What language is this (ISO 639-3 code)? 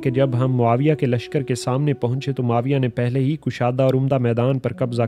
urd